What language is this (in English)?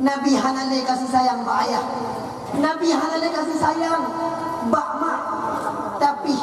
Achinese